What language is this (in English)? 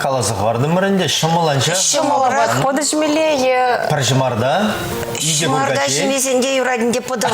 Chuvash